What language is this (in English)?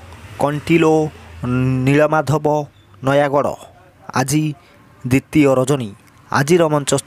Odia